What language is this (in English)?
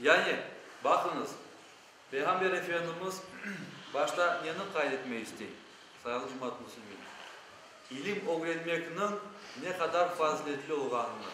Crimean Tatar